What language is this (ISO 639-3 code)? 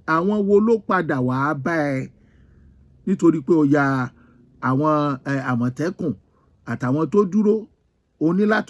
yor